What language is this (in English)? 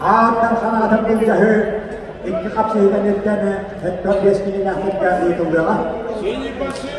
Yakut